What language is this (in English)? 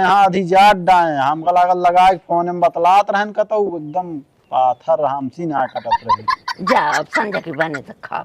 Awadhi